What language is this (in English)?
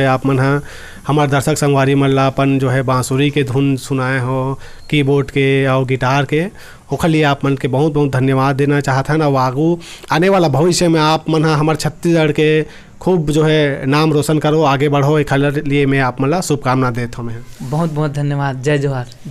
Chhattisgarhi